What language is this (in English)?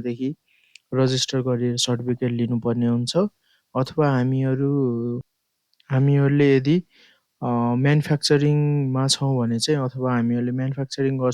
Nepali